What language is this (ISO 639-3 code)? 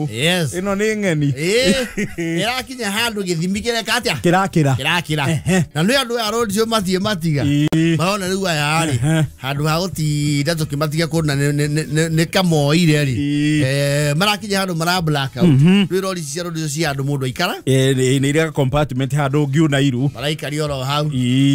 kik